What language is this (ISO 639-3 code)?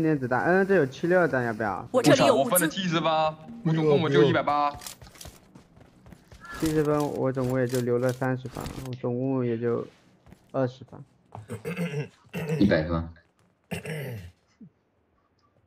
zho